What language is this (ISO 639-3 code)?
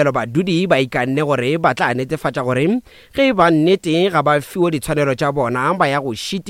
nso